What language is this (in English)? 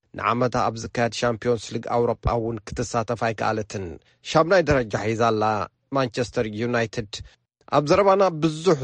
Tigrinya